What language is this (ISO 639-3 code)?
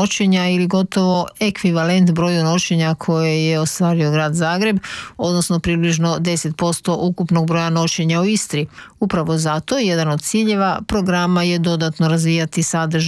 hrv